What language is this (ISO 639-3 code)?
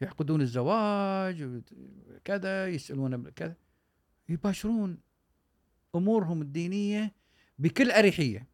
afb